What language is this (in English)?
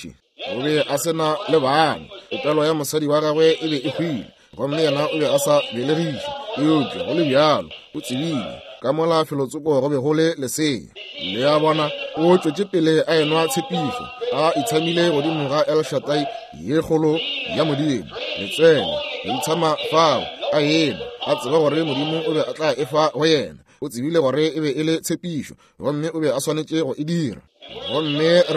Northern Sotho